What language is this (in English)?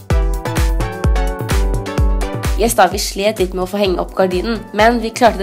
Norwegian